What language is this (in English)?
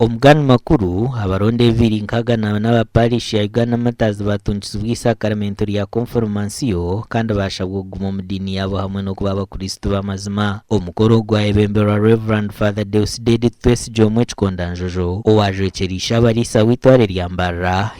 Nyankole